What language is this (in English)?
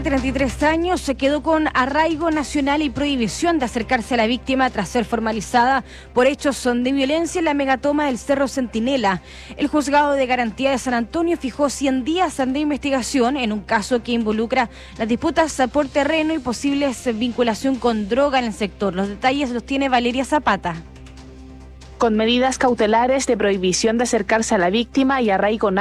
Spanish